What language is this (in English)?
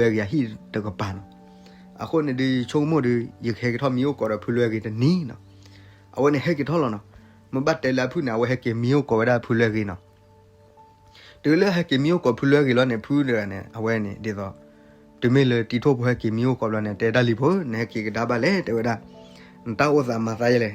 S'gaw Karen